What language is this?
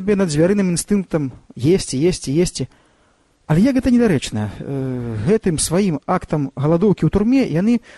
Belarusian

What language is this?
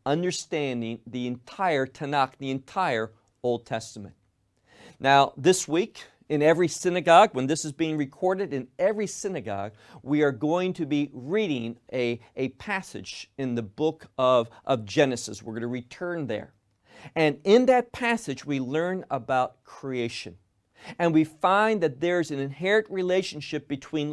English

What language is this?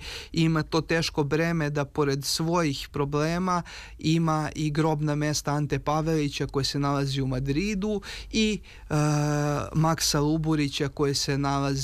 Serbian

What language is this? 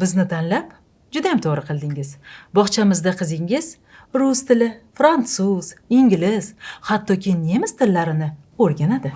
Uzbek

